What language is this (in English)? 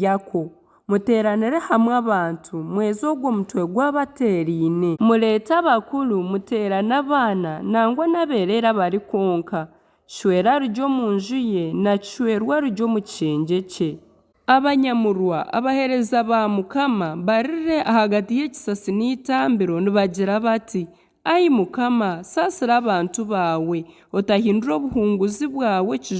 Nyankole